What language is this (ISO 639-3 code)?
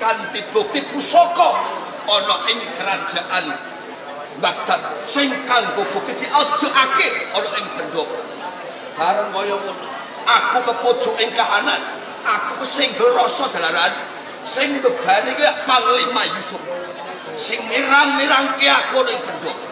jav